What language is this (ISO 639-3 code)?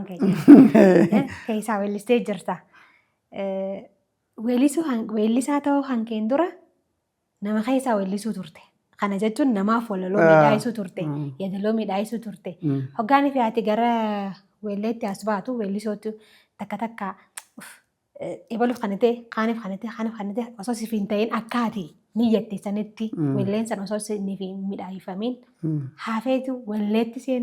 orm